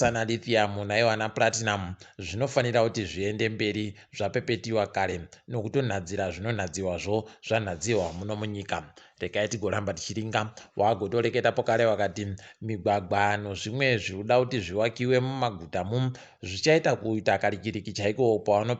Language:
Ndau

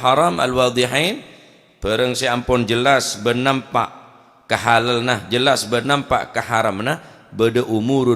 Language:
Madurese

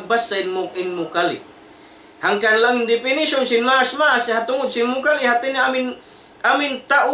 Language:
Tausug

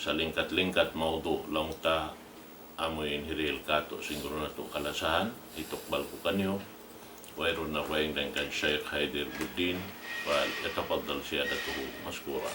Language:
Tausug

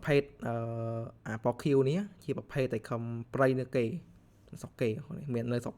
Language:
Khmer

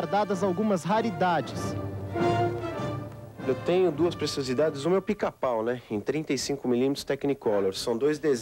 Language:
Portuguese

